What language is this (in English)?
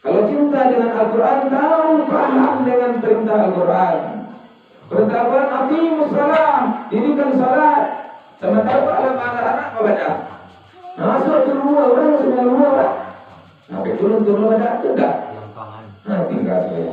Minangkabau